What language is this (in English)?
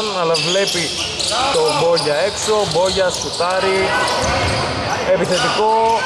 Greek